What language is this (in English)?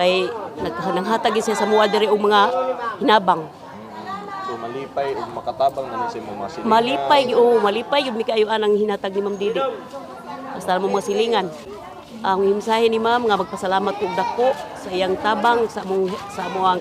Cebuano